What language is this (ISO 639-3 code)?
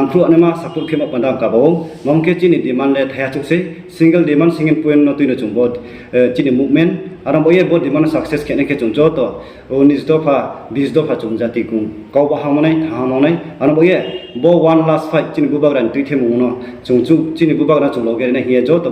ria